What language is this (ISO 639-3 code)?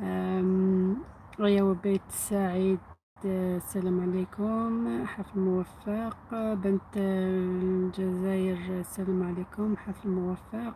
arq